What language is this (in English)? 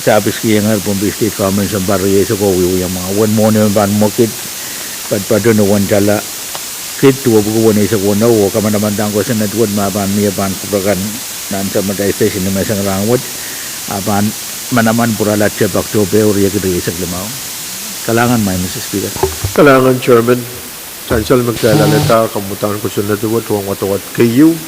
Pohnpeian